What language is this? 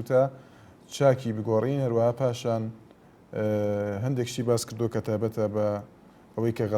Central Kurdish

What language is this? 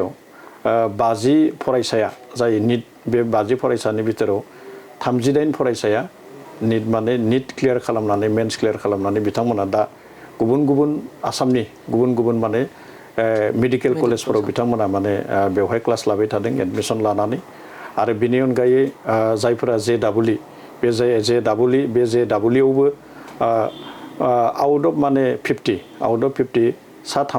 Bodo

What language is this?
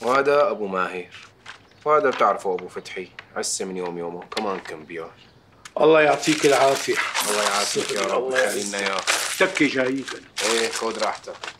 North Levantine Arabic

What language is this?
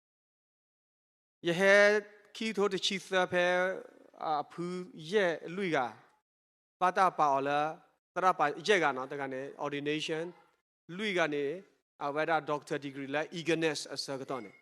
S'gaw Karen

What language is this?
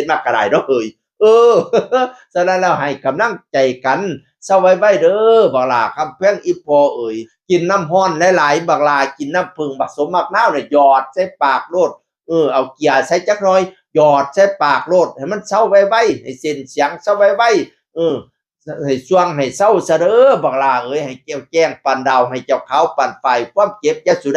Northeastern Thai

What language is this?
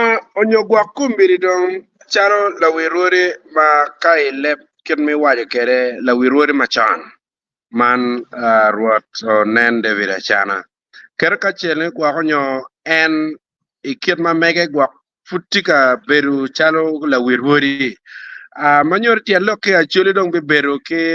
Acoli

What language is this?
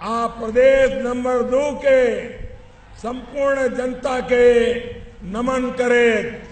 Maithili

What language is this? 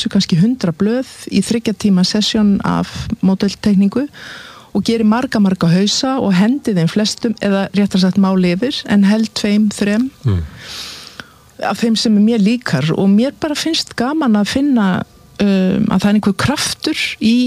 Icelandic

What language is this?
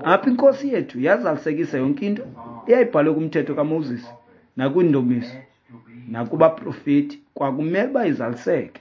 Xhosa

